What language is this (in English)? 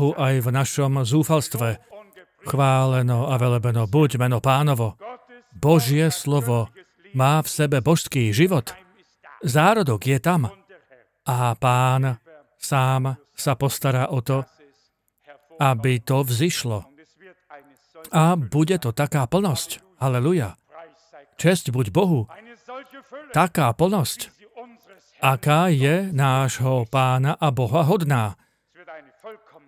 Slovak